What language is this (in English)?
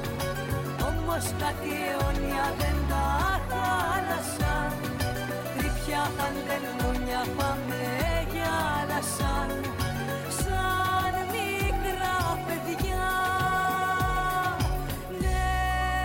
Greek